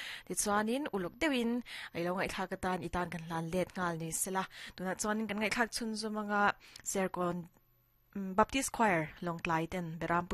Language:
Mizo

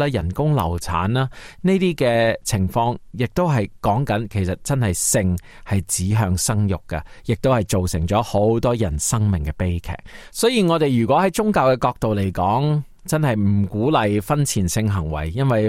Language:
Cantonese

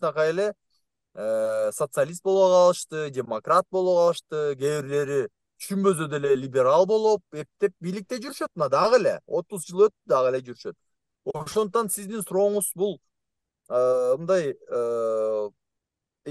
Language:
Kyrgyz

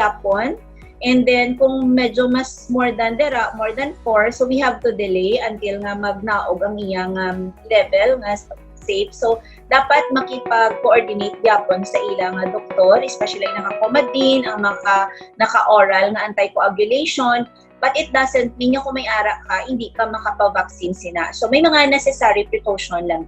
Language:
Hiligaynon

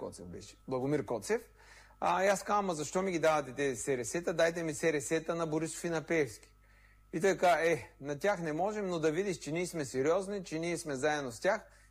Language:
Bulgarian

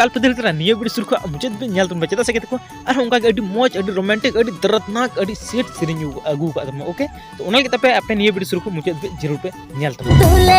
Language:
Santali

